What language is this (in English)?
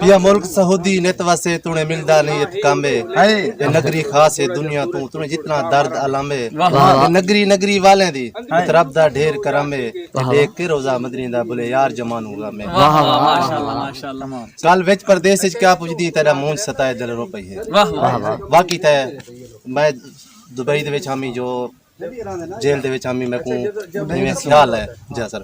Saraiki